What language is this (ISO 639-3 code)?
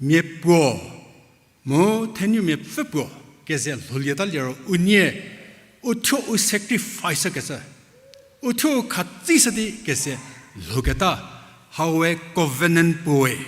njm